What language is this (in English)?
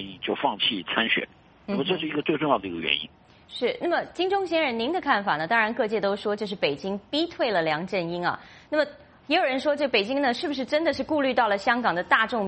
Chinese